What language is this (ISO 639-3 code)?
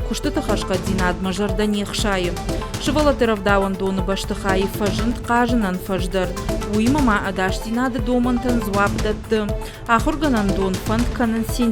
oss